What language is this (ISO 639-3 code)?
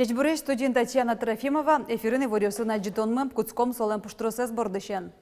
udm